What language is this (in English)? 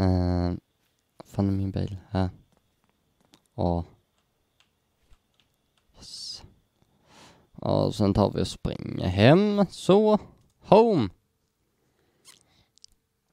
Swedish